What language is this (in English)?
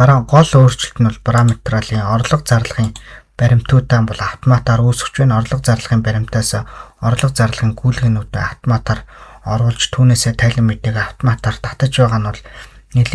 Mongolian